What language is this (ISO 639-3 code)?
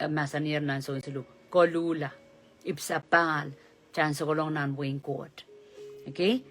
pon